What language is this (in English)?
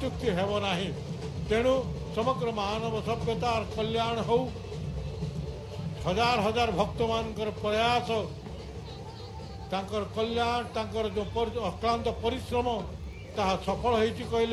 Odia